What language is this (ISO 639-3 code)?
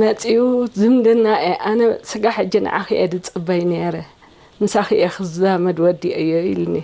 tir